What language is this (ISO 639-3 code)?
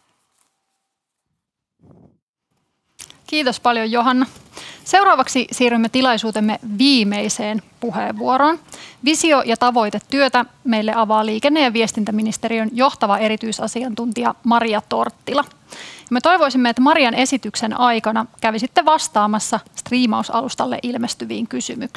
fin